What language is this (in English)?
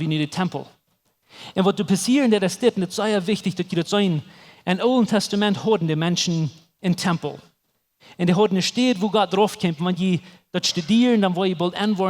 Plautdietsch